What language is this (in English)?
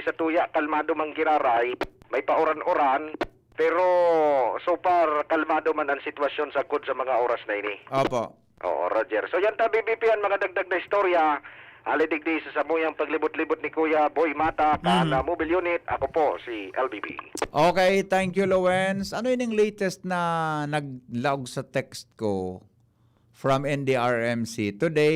Bikol